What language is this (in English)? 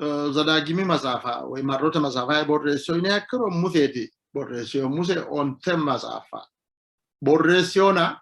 Sidamo